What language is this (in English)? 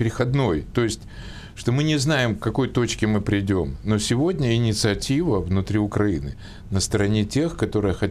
Russian